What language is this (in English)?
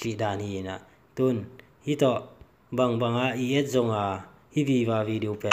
Tedim Chin